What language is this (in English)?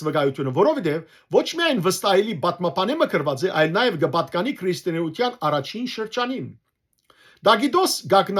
Western Armenian